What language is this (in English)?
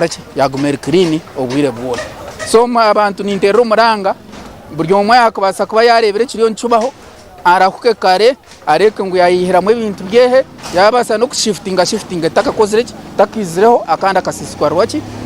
Nyankole